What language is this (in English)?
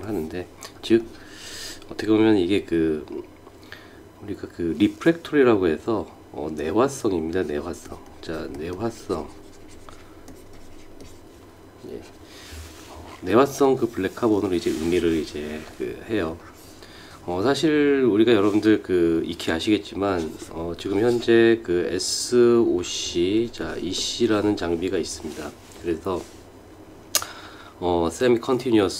Korean